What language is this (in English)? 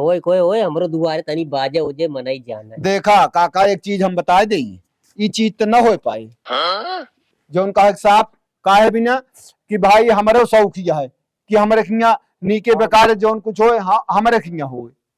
Awadhi